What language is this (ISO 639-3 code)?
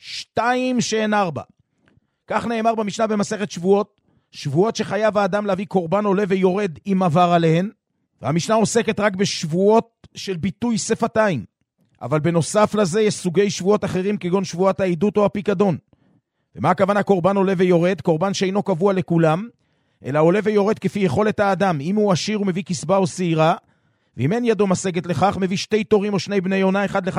heb